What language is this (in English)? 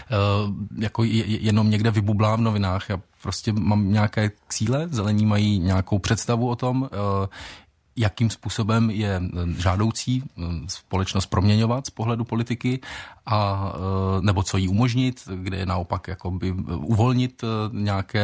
Czech